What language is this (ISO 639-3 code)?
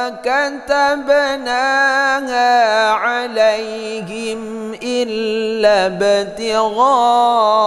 ara